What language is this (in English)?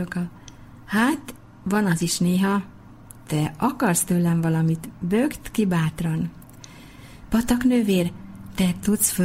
Hungarian